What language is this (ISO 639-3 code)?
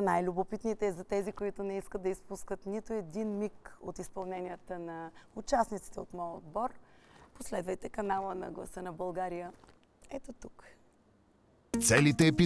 bul